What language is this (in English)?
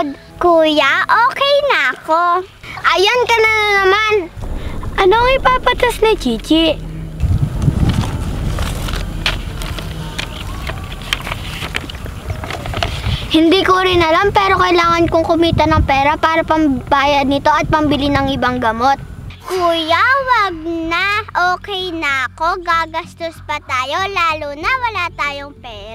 Filipino